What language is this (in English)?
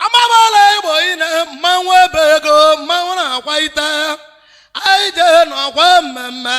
Igbo